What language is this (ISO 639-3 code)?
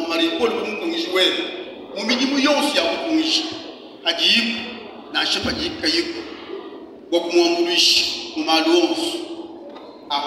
lua